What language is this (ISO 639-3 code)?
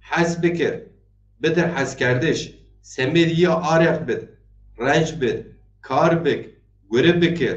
zza